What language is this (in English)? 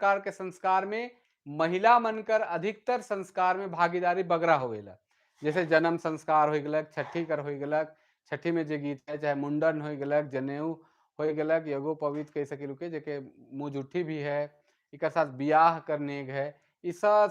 Sadri